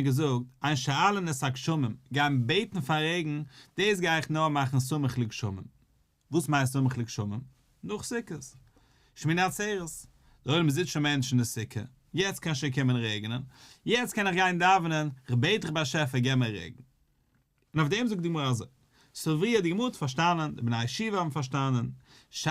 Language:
Yiddish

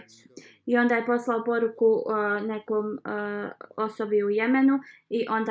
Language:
Bosnian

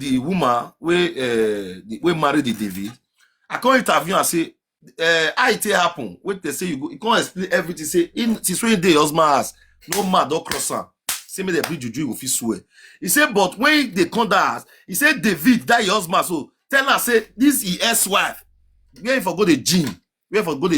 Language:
Nigerian Pidgin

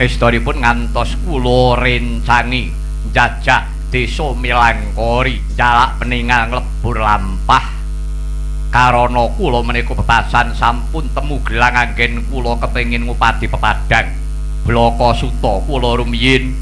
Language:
Javanese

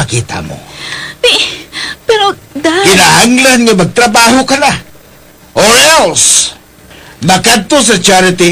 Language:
Hiligaynon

